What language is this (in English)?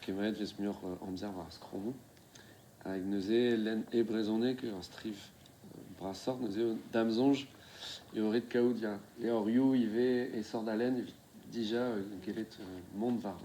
Breton